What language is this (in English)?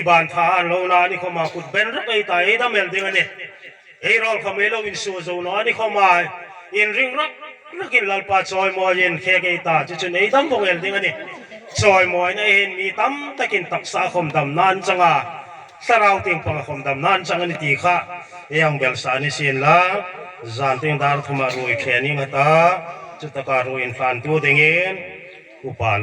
Hmar